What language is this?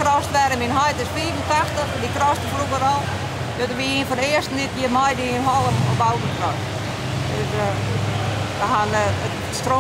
Western Frisian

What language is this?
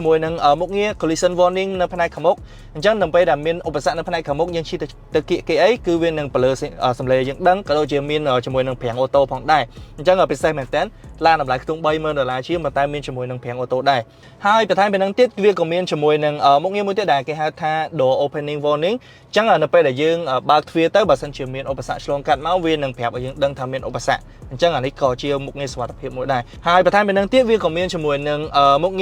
Khmer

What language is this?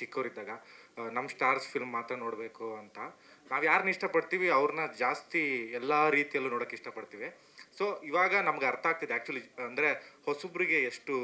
Kannada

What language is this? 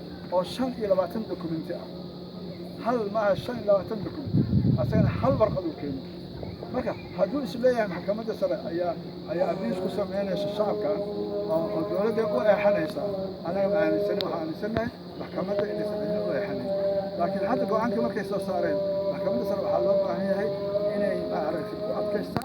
Somali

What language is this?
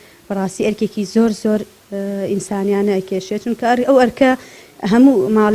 Central Kurdish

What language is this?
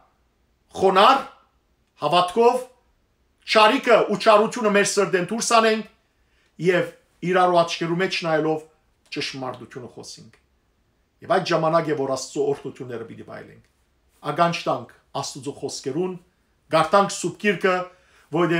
Western Armenian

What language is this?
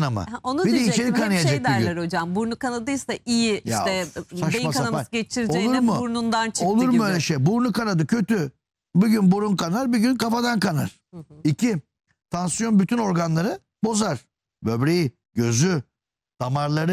Turkish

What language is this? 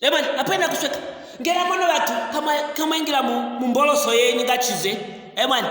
Luvale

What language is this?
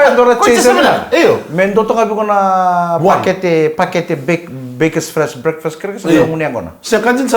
Fijian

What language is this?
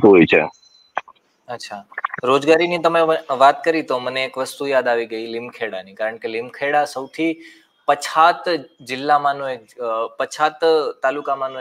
Gujarati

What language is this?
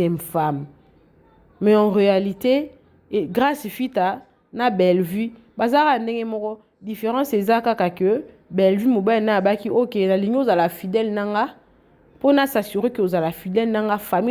Lingala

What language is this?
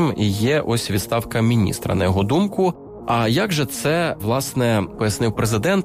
Ukrainian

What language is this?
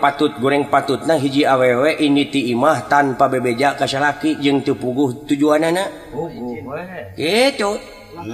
Sundanese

